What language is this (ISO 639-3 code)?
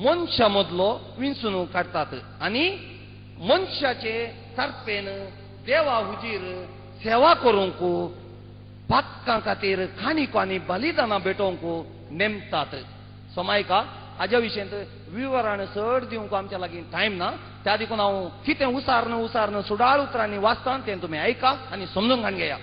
kok